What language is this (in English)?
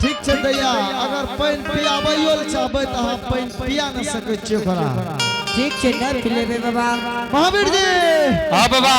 Angika